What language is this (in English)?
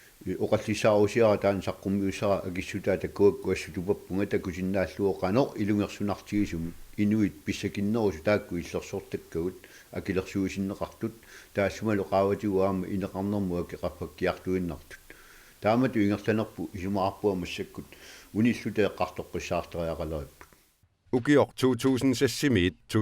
Kalaallisut